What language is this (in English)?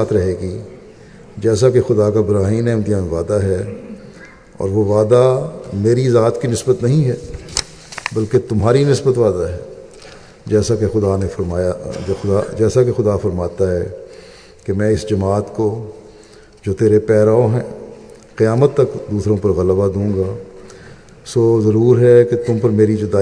Urdu